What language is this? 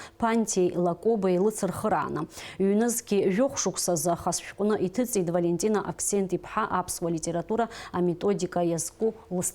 Abkhazian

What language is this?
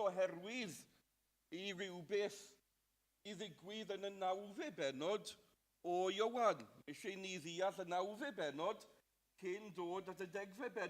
Welsh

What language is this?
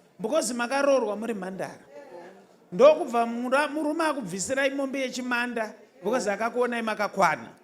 Shona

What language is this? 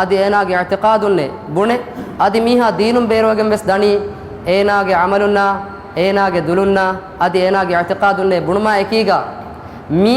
Divehi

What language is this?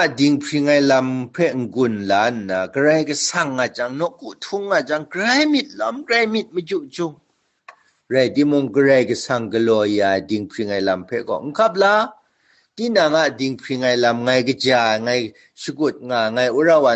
Kachin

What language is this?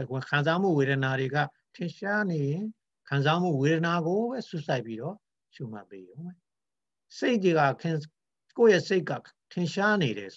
Burmese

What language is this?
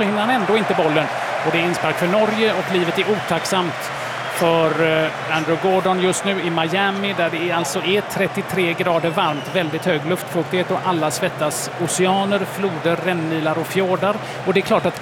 Swedish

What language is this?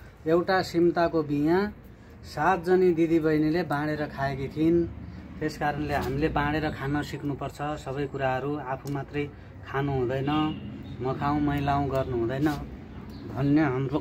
Nepali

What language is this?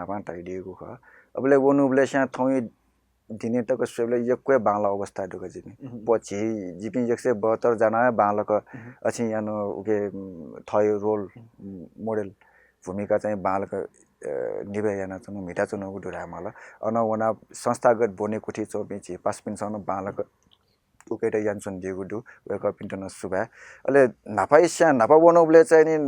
Newari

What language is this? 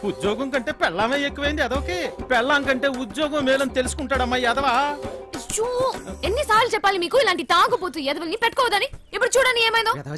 Telugu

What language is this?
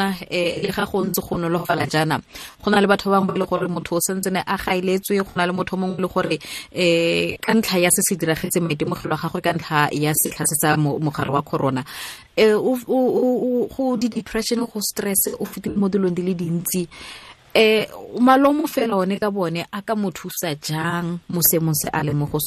Tswana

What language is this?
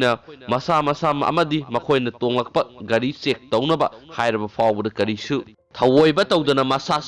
Manipuri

